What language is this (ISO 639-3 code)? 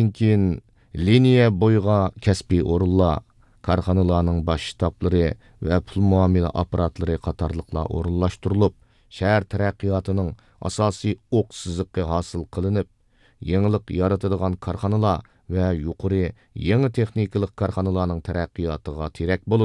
uig